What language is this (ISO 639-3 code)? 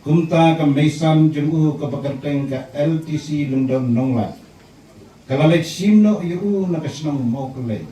kha